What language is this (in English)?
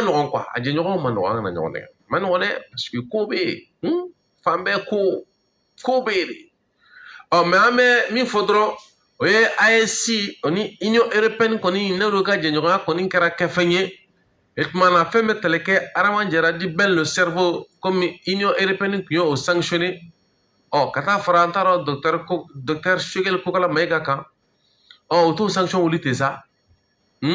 Bambara